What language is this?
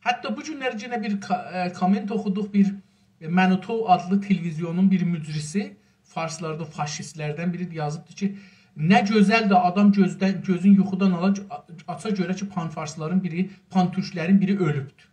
South Azerbaijani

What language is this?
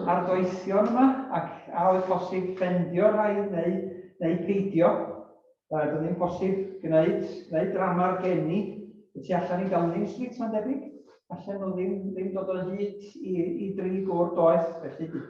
Welsh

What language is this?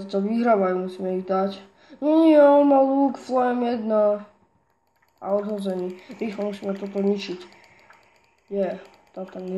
Slovak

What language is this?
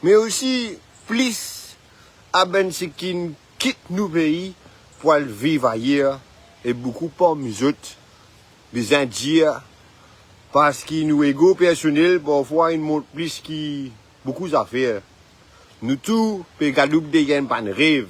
Morisyen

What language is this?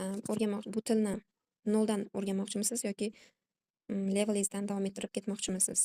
Uzbek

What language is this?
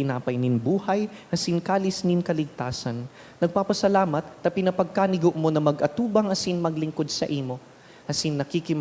Bikol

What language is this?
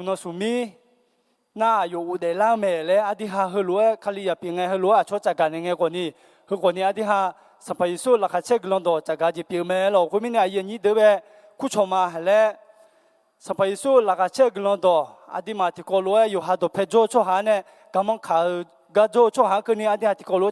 Akha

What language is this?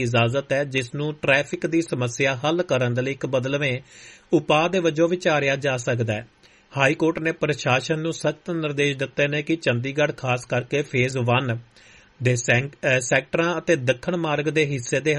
Punjabi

